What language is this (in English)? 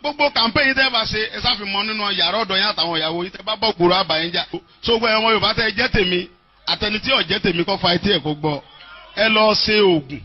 Yoruba